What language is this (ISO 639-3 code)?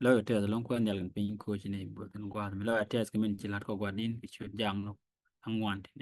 nus